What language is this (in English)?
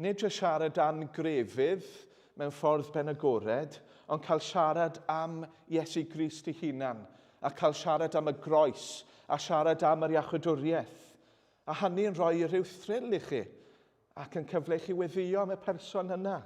Welsh